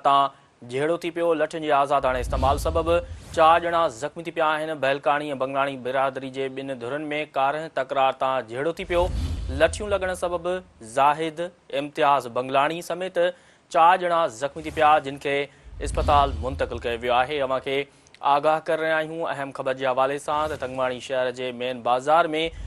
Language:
Sindhi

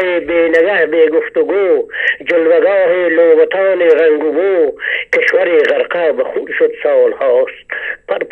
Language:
Persian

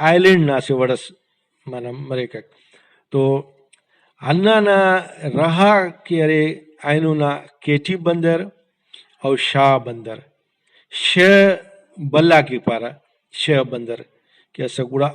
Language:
Brahui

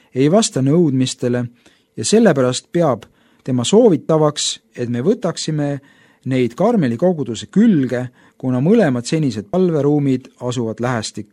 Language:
Estonian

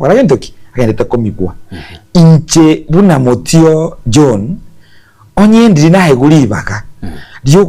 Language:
Gusii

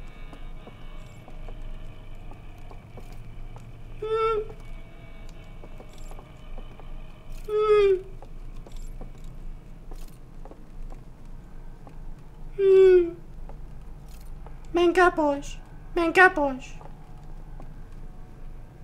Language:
Finnish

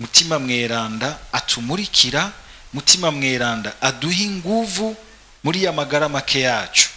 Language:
Rundi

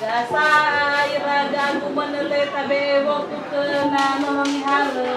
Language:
Nias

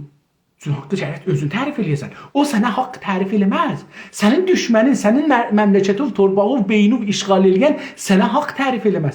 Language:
South Azerbaijani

